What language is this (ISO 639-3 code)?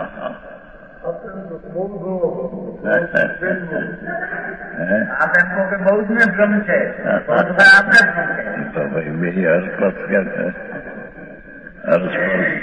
hin